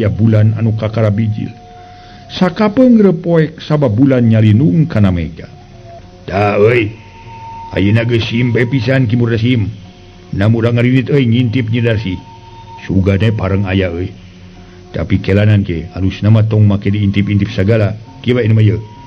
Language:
Sundanese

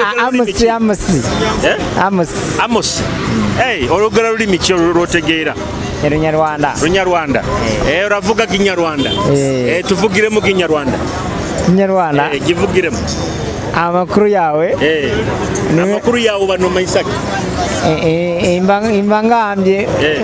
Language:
Nyoro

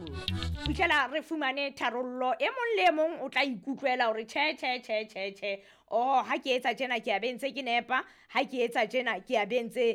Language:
Southern Sotho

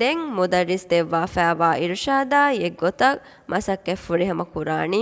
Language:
Divehi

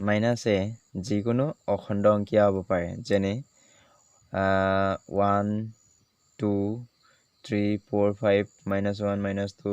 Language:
Assamese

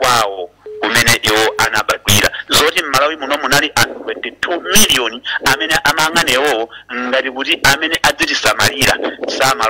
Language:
Nyanja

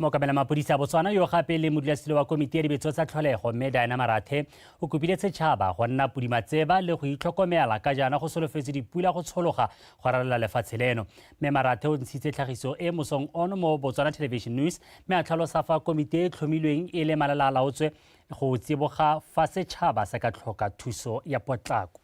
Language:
Tswana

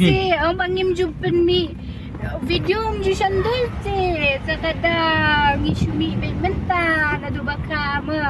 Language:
Khasi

